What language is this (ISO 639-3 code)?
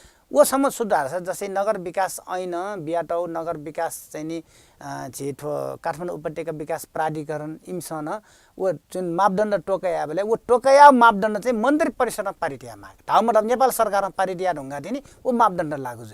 new